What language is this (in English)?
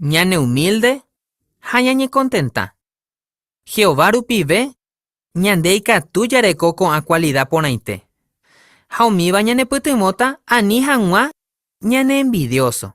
Guarani